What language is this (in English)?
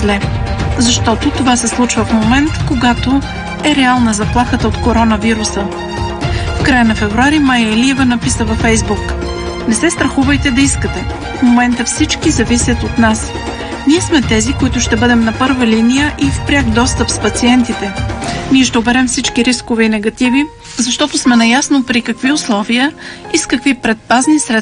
Bulgarian